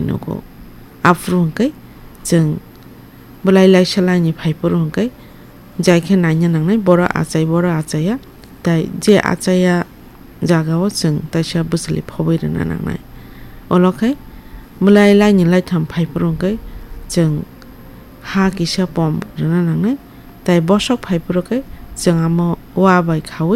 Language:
Kok Borok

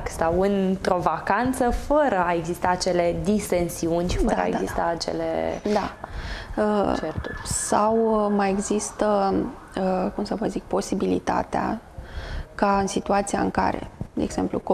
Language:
Romanian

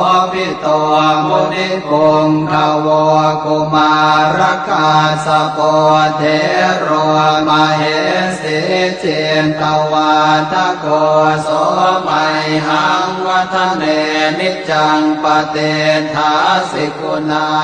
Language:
Pali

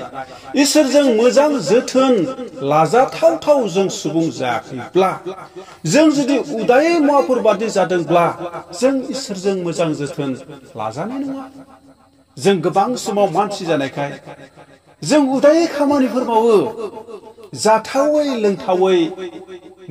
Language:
Bodo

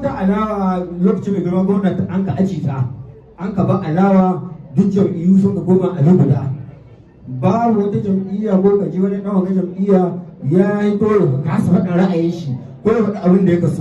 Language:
Hausa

